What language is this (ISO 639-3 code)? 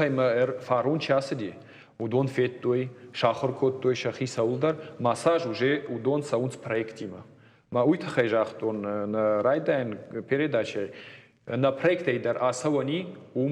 oss